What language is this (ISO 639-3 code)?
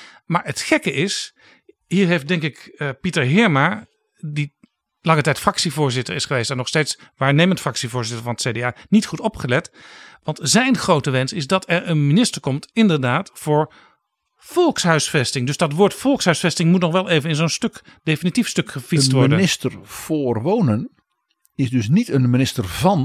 nld